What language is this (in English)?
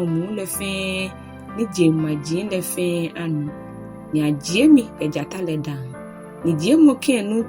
Ga